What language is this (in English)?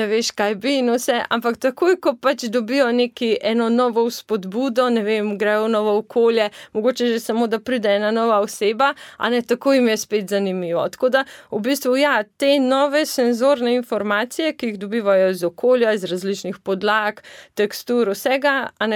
Slovenian